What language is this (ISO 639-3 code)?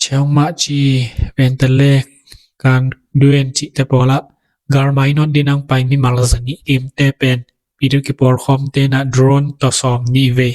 ctd